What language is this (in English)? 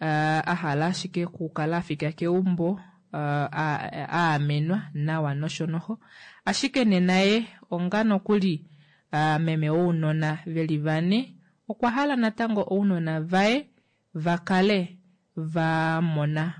Kuanyama